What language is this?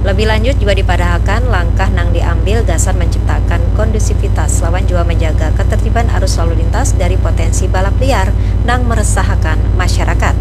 Banjar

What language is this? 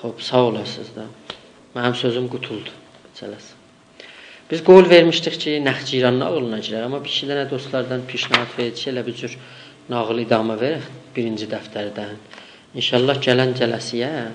South Azerbaijani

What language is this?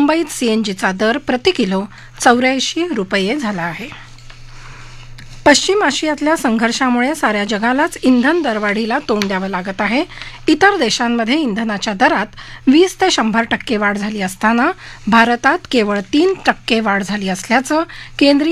Marathi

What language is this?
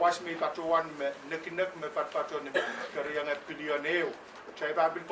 Pohnpeian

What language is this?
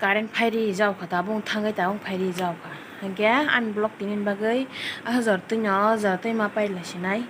Kok Borok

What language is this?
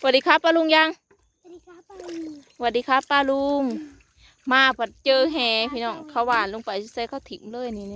Northeastern Thai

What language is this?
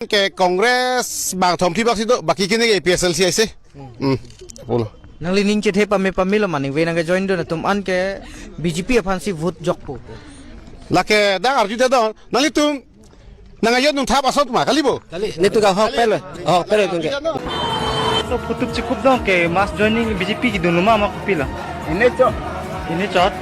Karbi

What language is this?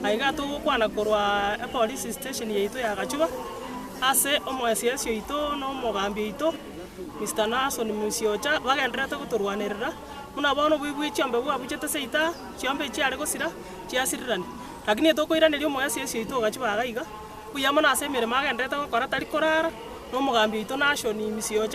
Gusii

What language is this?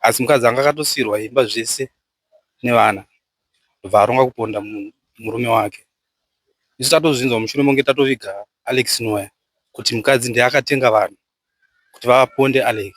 Shona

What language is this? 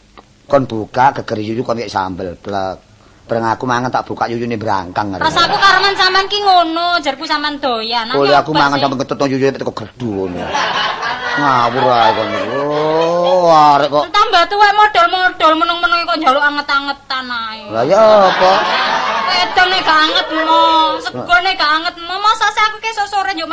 Javanese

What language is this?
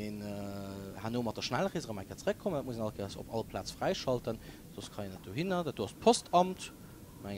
Luxembourgish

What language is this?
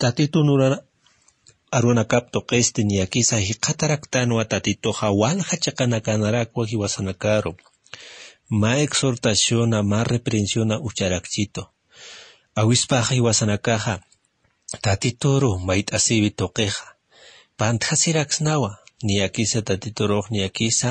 Aymara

